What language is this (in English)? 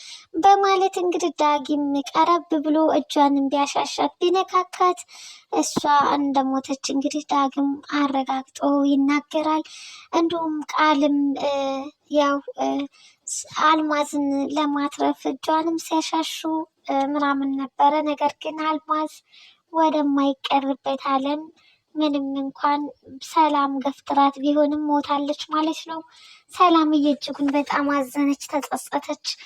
Amharic